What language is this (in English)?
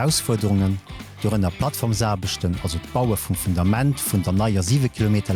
Luxembourgish